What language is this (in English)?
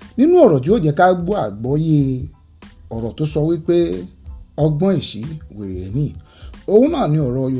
Yoruba